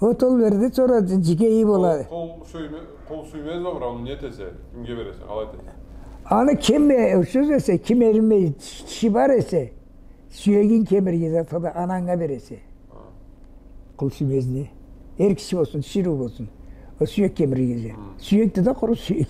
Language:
Karachay-Balkar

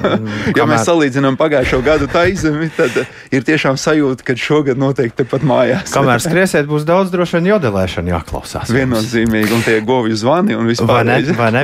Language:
Latvian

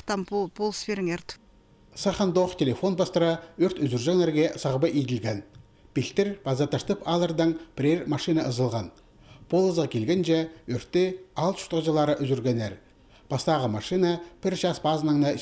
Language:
Khakas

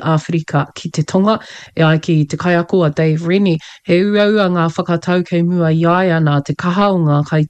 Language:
Māori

